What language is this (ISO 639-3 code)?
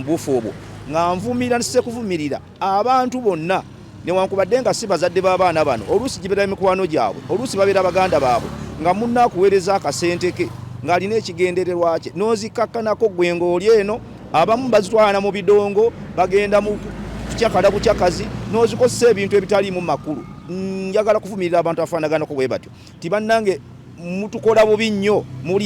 lug